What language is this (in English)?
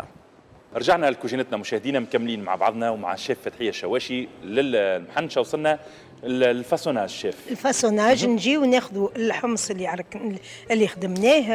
Tunisian Arabic